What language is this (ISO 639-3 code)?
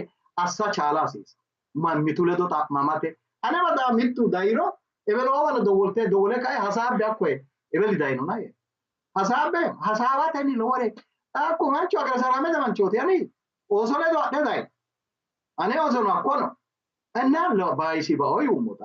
sid